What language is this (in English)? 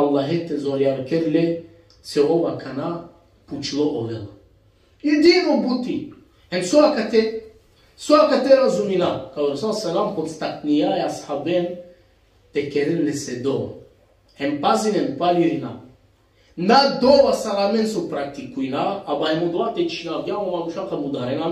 Balkan Romani